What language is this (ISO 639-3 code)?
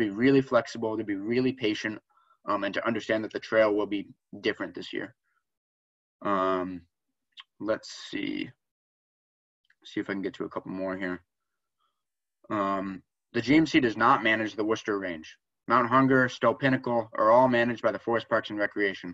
eng